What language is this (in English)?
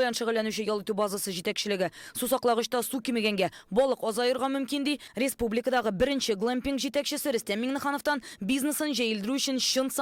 Tatar